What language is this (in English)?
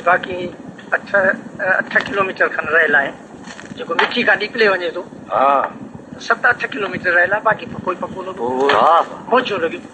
Sindhi